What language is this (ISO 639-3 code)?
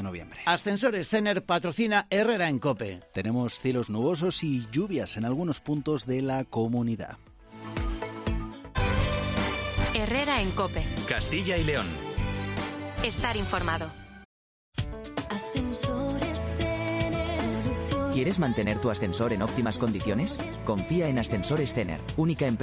spa